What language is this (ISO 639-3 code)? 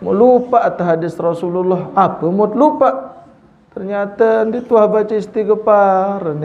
sas